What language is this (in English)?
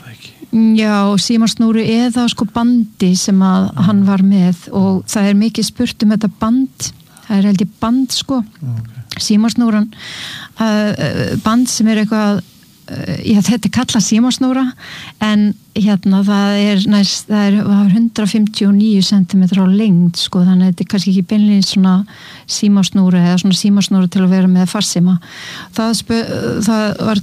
Icelandic